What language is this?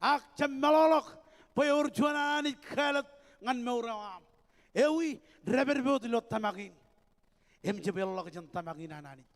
Marshallese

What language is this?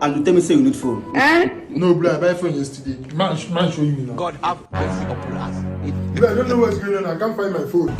Nigerian Pidgin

